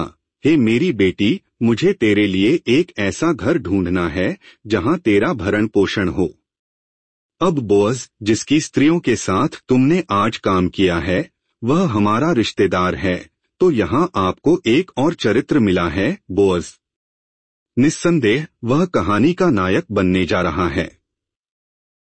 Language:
Hindi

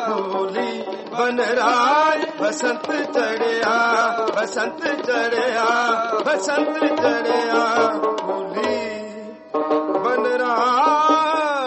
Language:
Punjabi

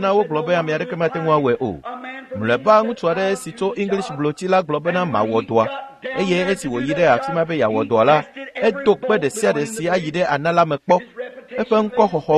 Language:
Ewe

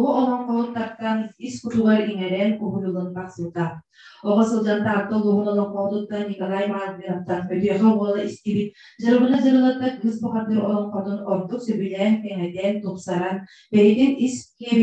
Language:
Yakut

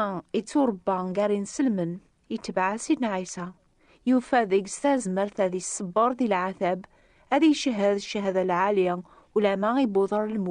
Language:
Kabyle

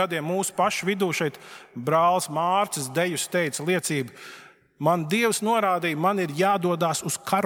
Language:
Latvian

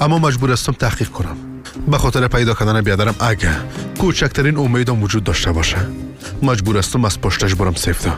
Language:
Persian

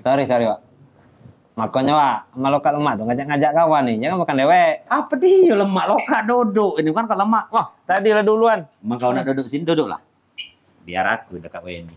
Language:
Musi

